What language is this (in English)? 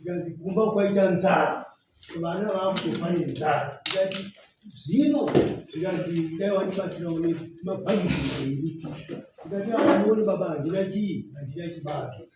Shona